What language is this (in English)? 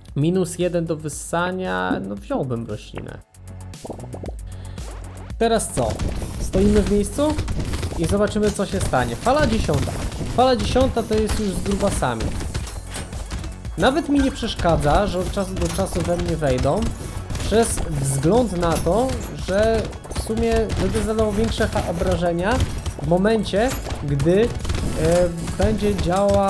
Polish